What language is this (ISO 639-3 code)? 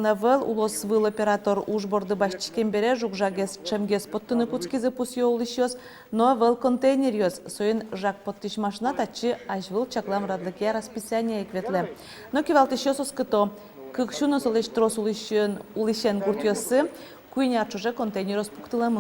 udm